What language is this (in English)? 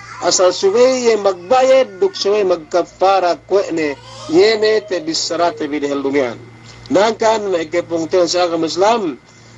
Yakan